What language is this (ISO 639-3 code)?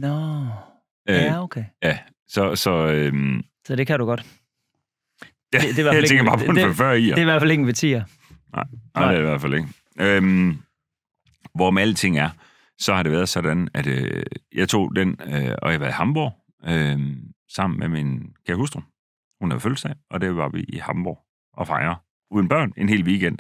dan